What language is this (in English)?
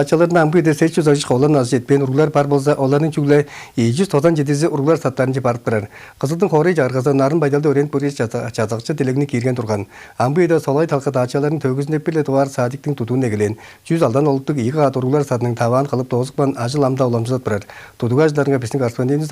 Tuvinian